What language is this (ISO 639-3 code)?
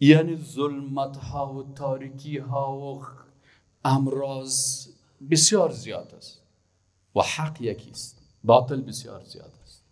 fas